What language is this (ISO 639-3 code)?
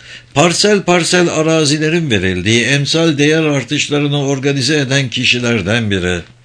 tur